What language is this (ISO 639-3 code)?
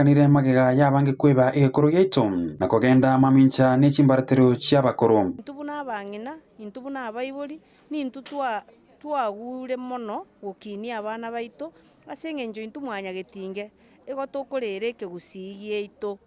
guz